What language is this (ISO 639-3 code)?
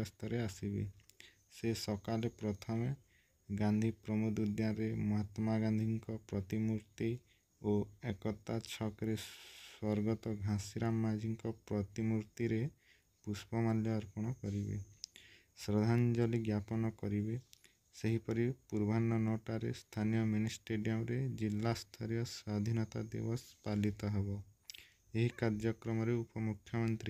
ori